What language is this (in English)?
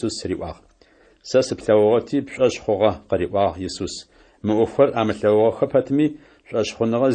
Adyghe